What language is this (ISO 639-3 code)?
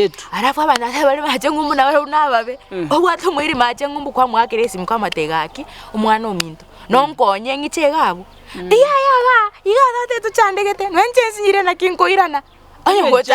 guz